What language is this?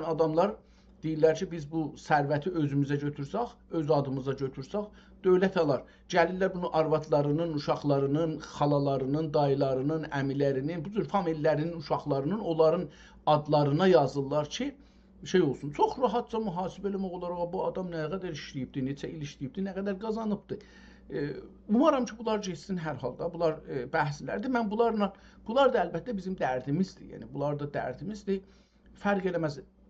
South Azerbaijani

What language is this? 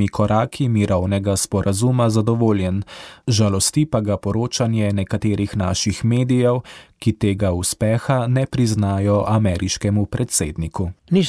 Slovenian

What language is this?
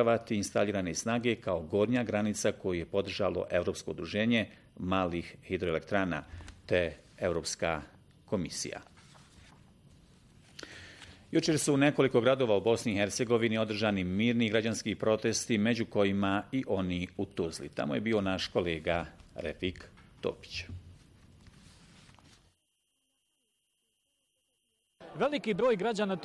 Bosnian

